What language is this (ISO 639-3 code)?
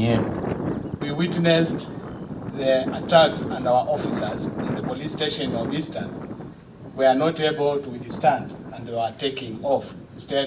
kik